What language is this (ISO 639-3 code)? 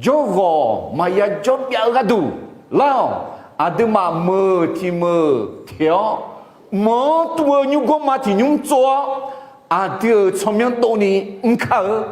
ahk